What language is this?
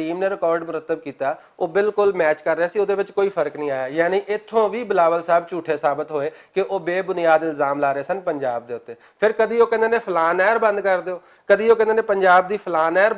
Western Panjabi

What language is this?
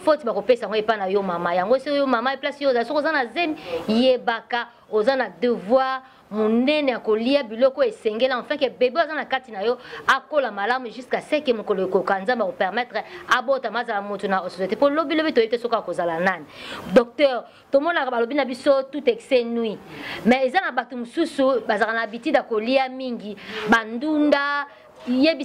Lingala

